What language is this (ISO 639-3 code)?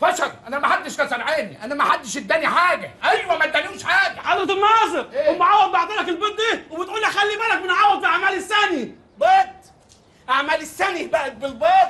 arz